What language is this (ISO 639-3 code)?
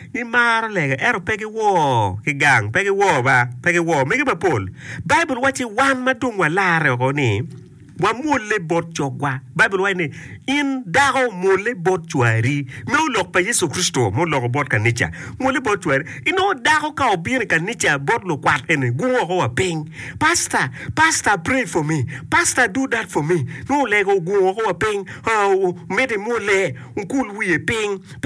ach